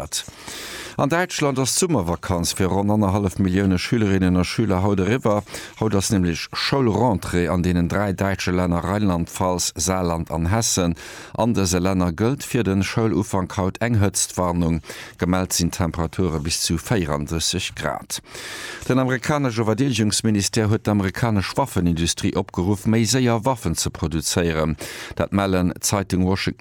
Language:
Luxembourgish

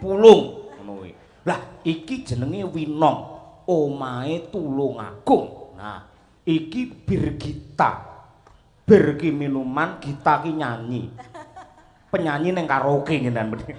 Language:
Javanese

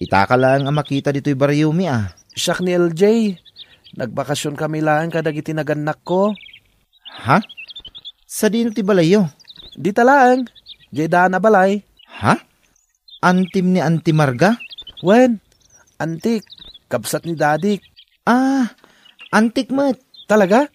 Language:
Iloko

